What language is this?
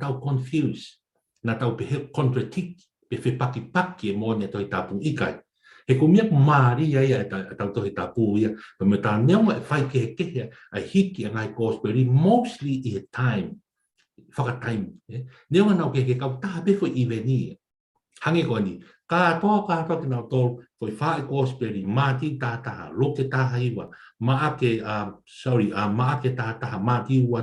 Tongan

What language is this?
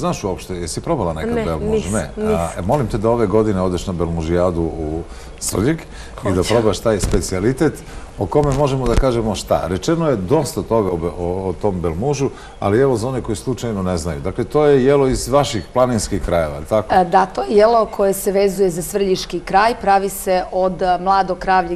Serbian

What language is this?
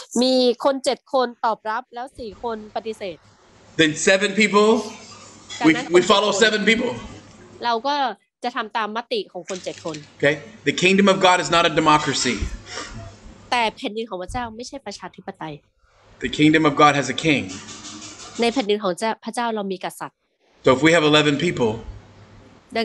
Thai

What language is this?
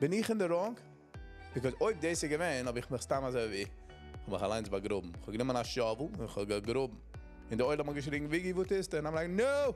Yiddish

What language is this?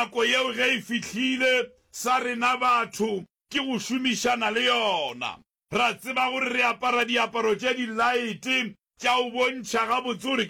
Northern Sotho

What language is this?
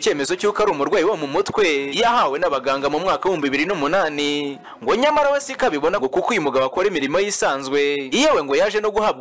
Kinyarwanda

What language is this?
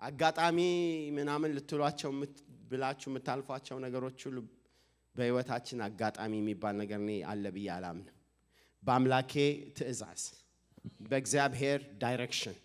Amharic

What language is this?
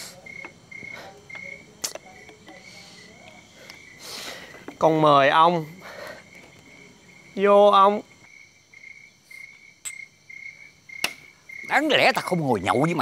Vietnamese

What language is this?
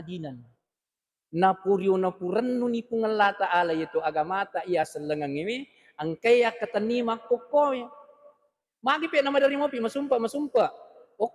Buginese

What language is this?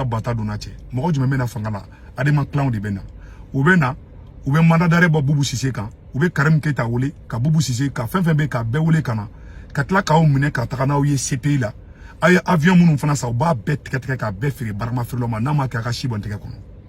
Bambara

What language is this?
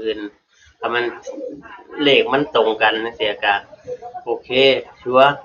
Northeastern Thai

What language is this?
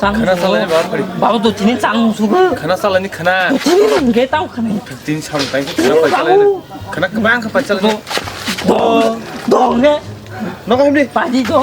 Kok Borok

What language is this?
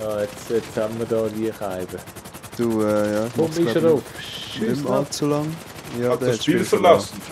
Swiss German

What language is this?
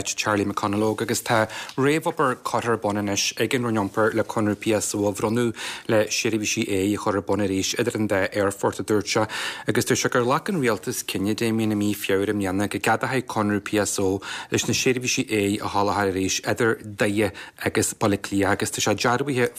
Irish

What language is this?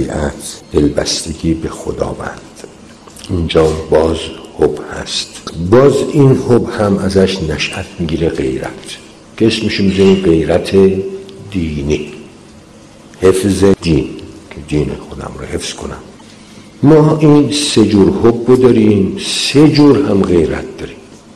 Persian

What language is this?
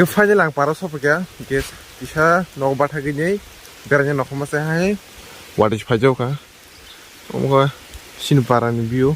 Kok Borok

